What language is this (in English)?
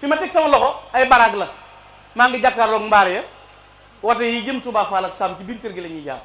Wolof